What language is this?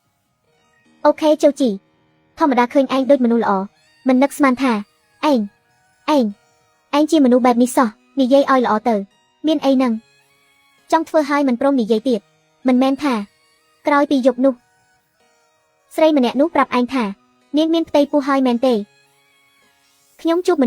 Khmer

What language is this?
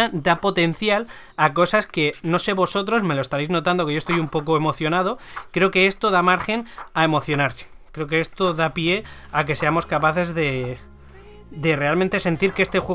Spanish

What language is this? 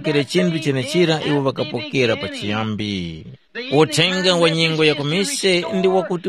Tumbuka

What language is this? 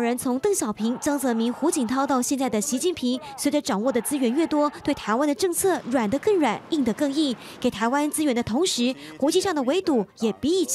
Chinese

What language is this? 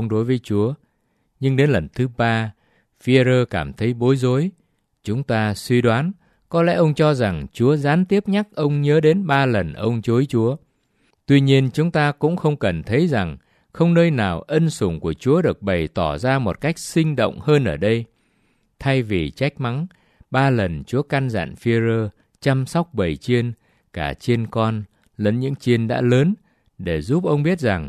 Vietnamese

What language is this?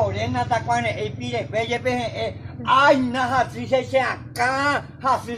Guarani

